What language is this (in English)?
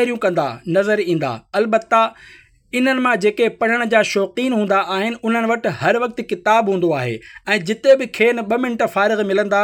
Sindhi